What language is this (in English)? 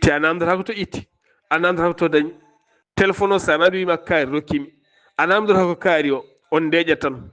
Fula